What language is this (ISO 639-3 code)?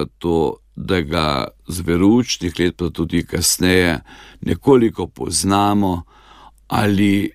slv